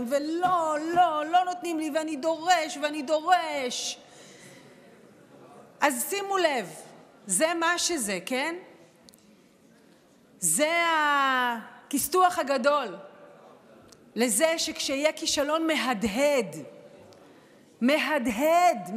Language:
Hebrew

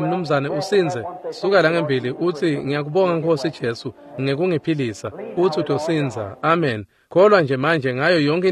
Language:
Swati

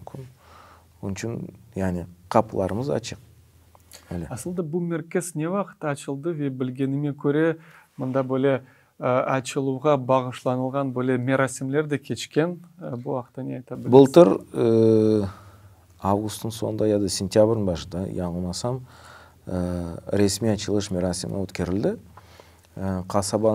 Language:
Crimean Tatar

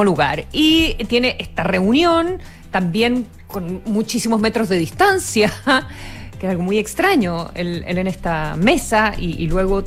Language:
Spanish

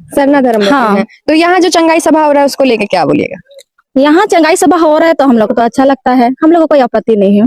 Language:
Santali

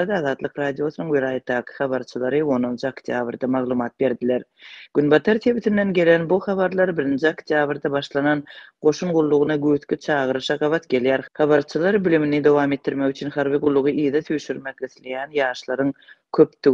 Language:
Turkmen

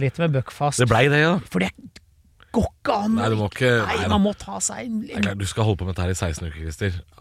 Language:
Norwegian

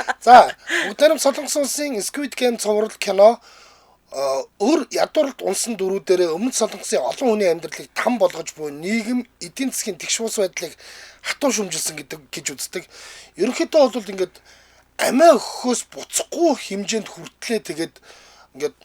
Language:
Mongolian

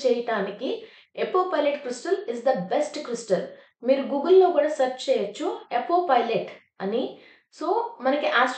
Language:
Telugu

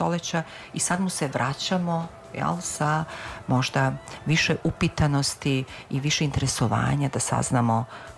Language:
Serbian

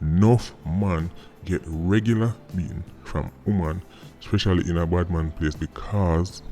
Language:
Jamaican Creole English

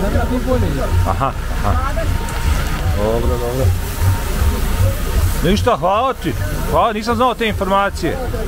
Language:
Bosnian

